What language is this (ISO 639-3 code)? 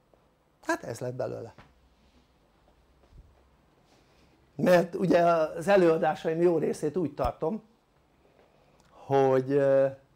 hun